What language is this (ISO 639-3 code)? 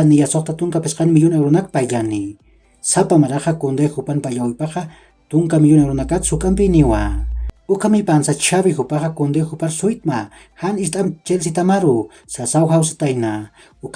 aym